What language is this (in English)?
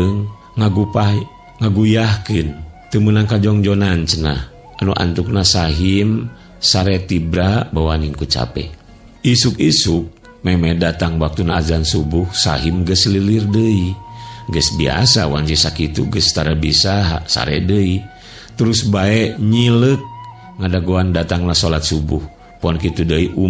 Sundanese